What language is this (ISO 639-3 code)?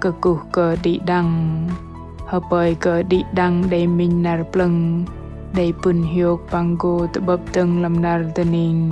bdq